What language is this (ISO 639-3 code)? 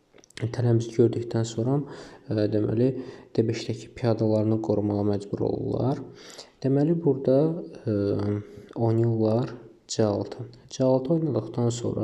aze